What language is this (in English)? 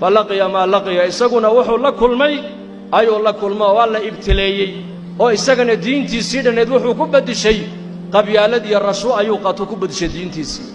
Somali